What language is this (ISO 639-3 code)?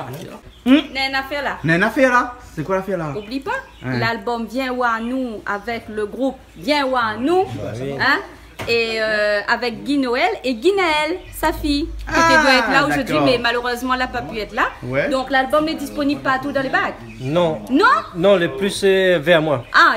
rcf